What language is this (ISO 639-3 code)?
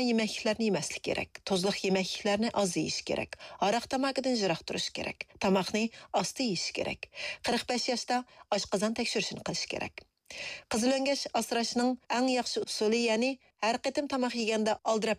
uig